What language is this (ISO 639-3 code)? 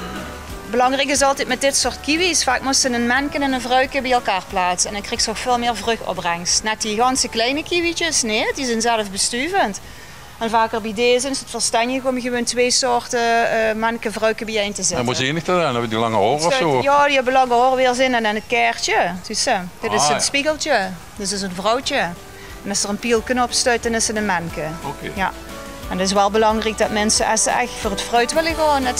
lim